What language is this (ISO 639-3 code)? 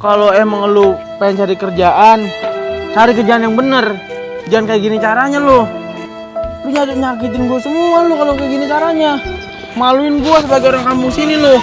bew